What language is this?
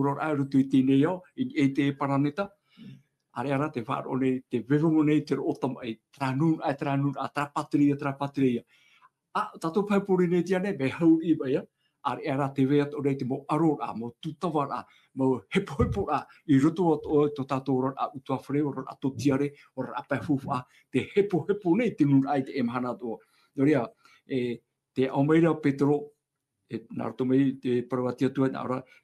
Tahitian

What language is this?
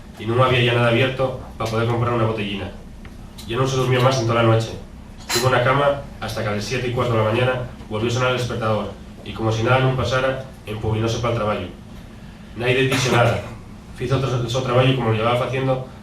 Asturian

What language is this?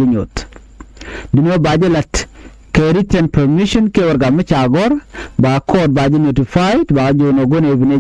Nuer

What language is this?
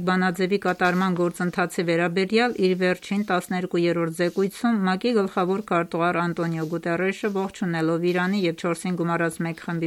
Armenian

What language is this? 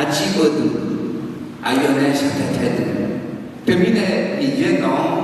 Akha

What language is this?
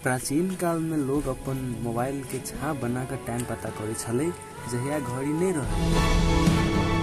Maithili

